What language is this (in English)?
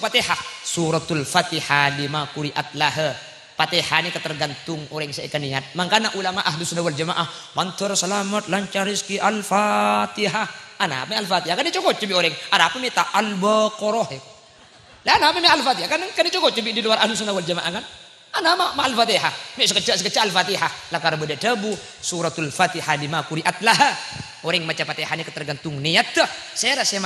Madurese